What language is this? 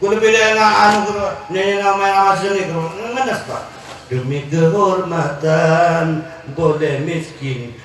Madurese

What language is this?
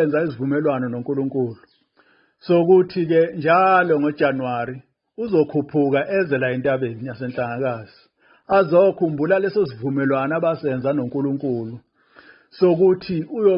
Zulu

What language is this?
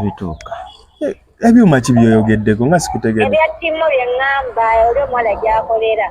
Ganda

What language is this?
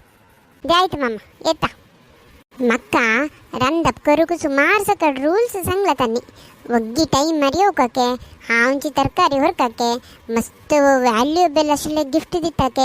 Konkani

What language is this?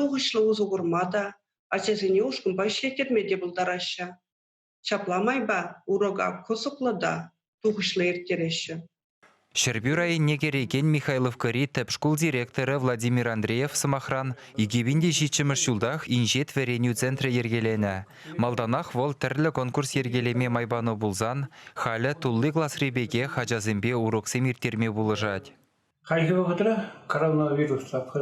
Chuvash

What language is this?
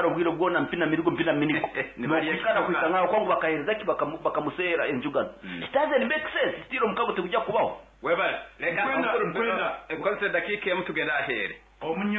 Nyoro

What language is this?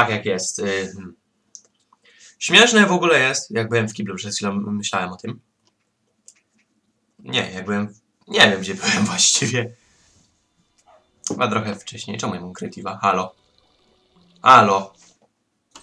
Polish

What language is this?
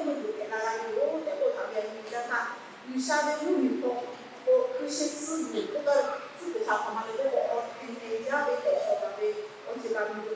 Lahu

